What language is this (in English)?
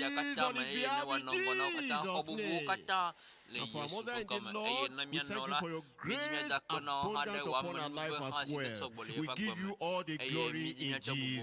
Ewe